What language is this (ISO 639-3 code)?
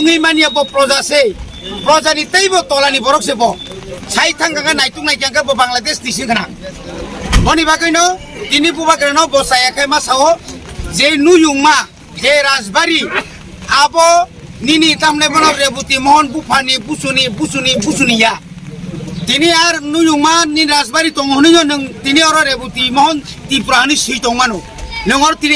trp